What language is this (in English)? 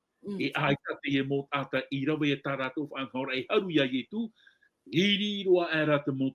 Tahitian